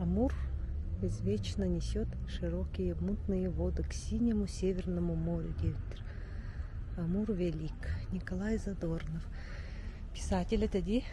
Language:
Yakut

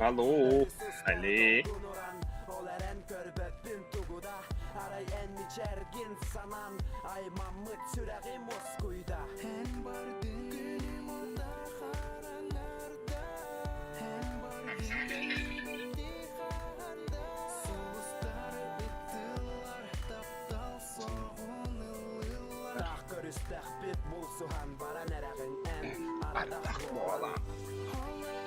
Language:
Yakut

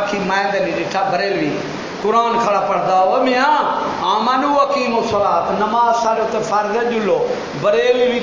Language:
Saraiki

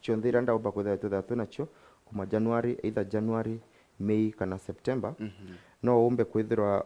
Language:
Meru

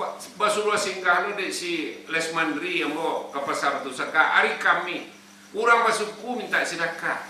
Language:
Minangkabau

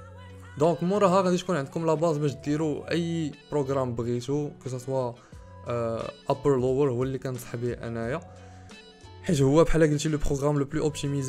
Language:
Moroccan Arabic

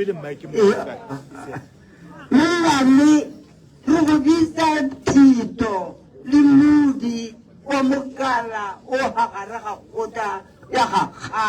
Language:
Tswana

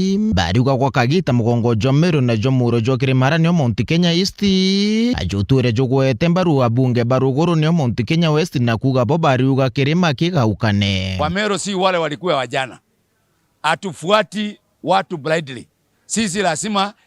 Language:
Meru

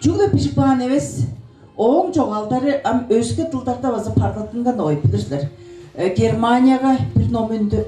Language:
Tuvinian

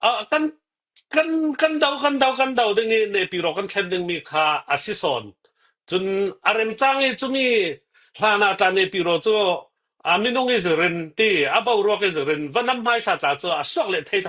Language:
Falam Chin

